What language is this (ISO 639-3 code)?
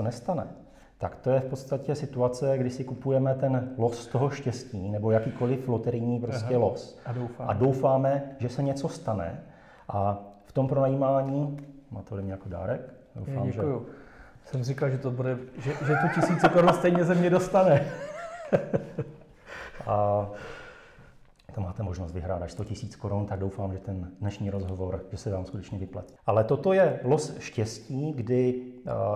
ces